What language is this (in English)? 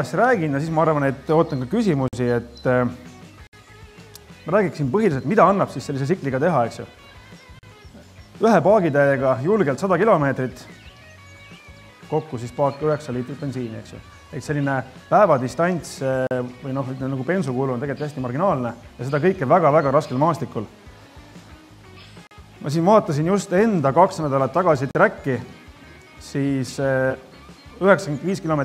Estonian